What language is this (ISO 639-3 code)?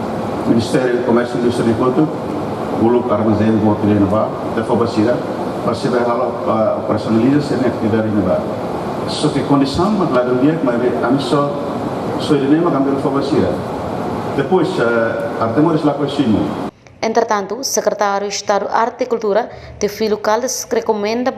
tet